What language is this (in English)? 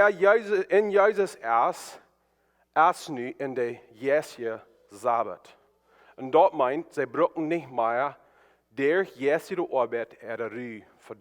Plautdietsch